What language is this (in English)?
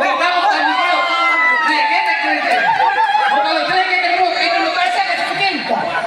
Betawi